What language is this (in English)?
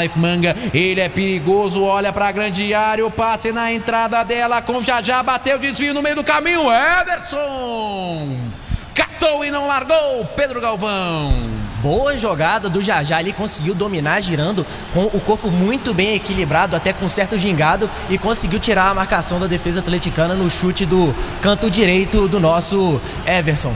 Portuguese